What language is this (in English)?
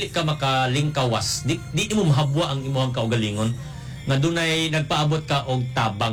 Cebuano